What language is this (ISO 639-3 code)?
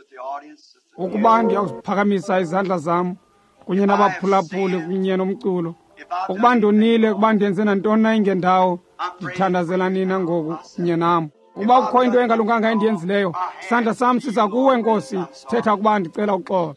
xho